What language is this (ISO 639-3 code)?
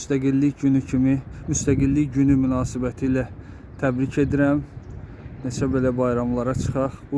aze